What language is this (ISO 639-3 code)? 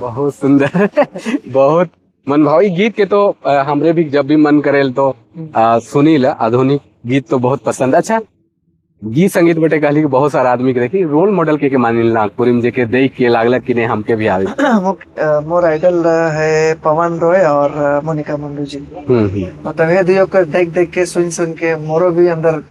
sck